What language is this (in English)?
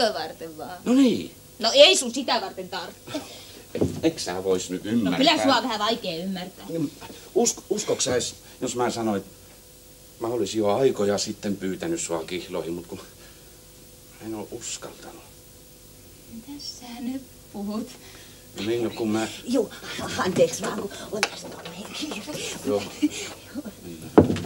Finnish